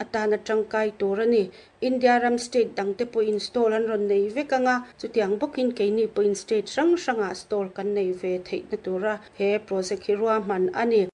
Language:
Mizo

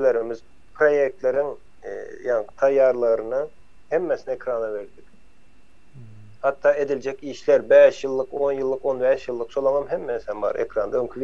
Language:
Turkmen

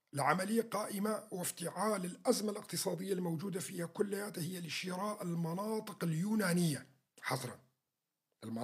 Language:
North Levantine Arabic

